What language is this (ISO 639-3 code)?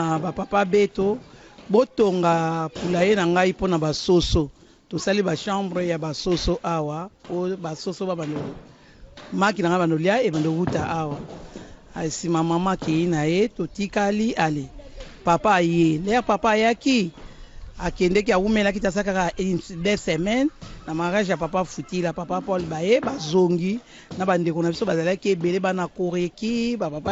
lin